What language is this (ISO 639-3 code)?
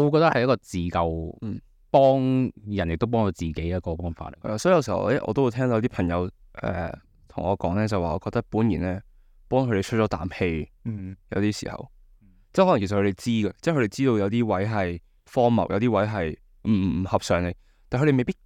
yue